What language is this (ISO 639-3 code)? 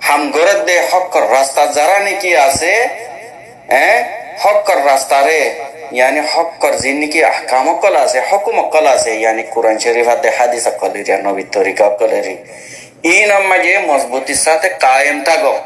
rhg